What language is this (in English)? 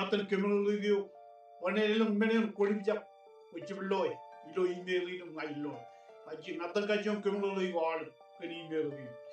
Marshallese